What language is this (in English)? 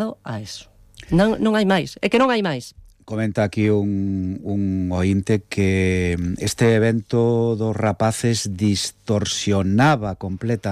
Galician